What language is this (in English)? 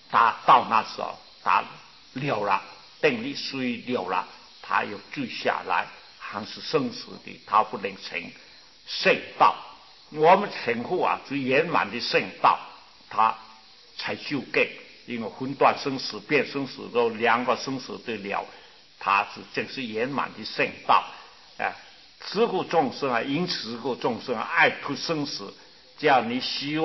Chinese